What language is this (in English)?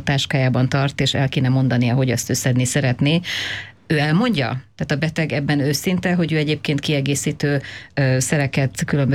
Hungarian